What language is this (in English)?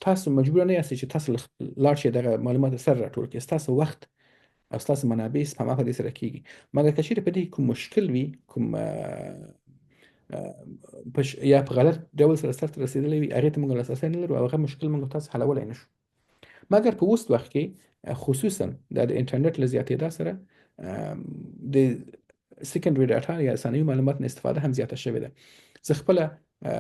Pashto